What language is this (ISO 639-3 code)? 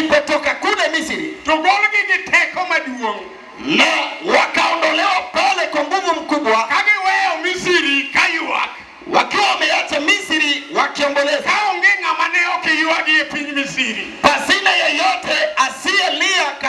luo